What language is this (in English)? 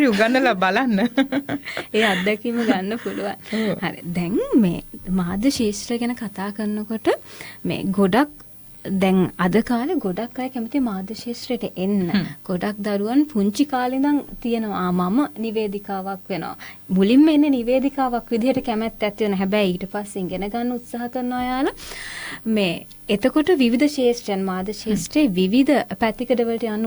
Sinhala